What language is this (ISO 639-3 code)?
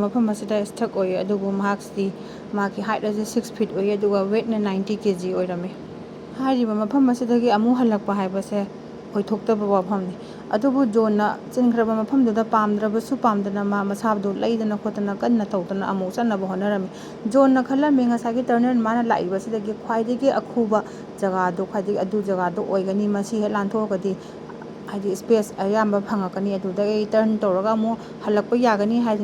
mni